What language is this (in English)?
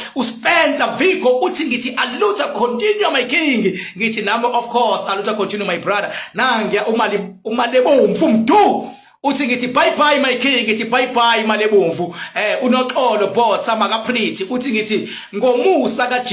Zulu